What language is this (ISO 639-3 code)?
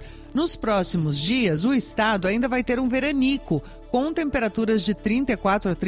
por